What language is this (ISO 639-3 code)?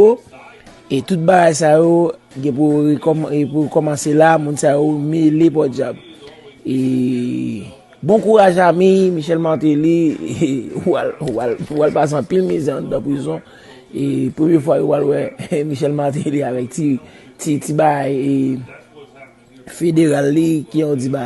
hat